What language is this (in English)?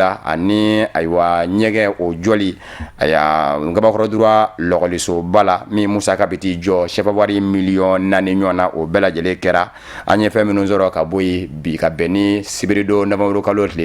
Bambara